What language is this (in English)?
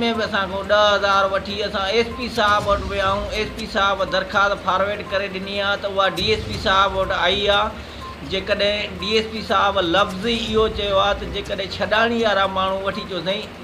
Sindhi